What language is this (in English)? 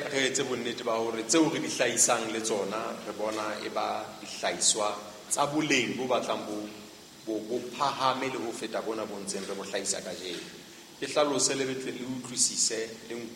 Southern Sotho